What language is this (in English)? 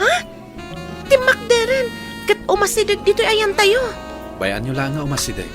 Iloko